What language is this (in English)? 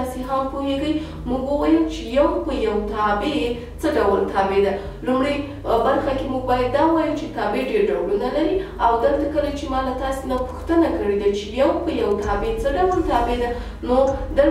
Pashto